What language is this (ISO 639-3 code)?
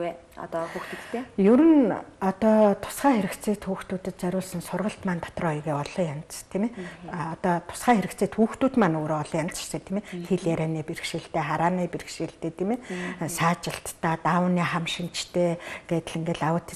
mon